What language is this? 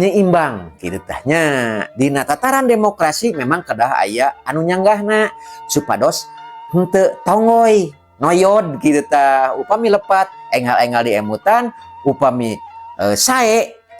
Sundanese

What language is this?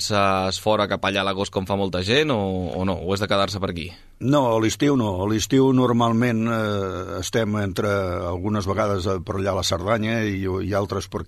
Catalan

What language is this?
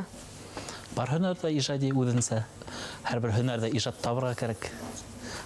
Bashkir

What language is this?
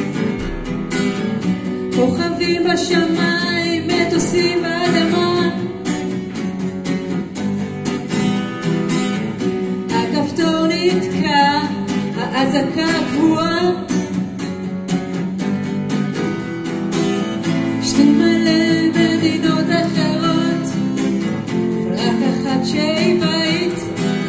Hebrew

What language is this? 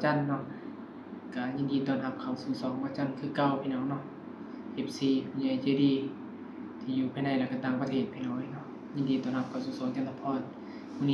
Northeastern Thai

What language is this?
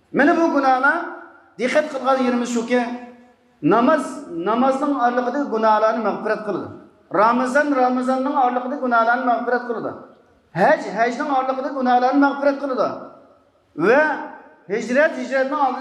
Uyghur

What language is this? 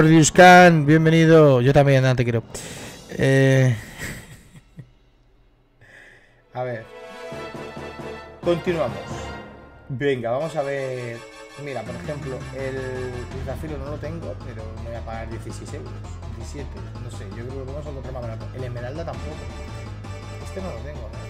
Spanish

